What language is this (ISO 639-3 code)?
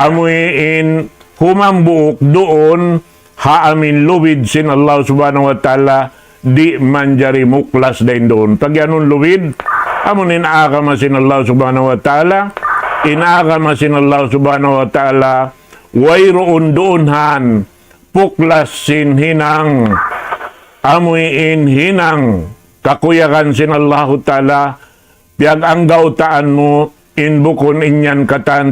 tsg